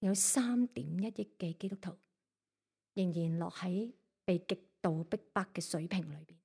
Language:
Cantonese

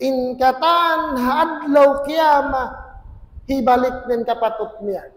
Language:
Tausug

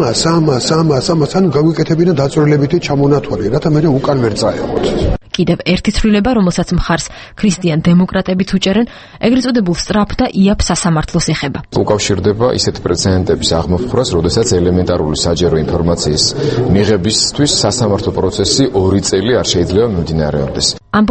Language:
Georgian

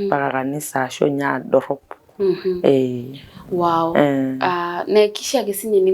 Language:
Masai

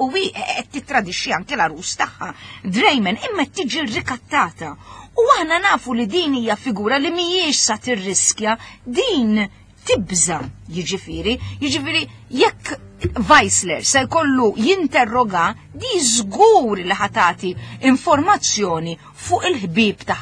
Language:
Maltese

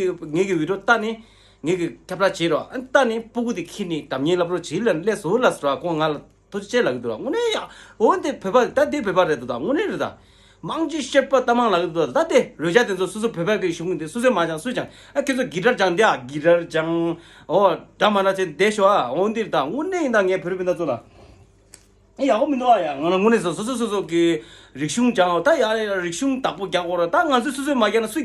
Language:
Tibetan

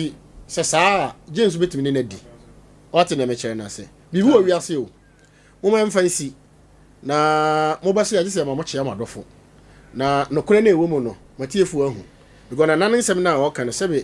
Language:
Akan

